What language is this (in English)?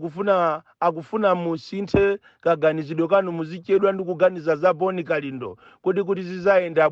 Nyanja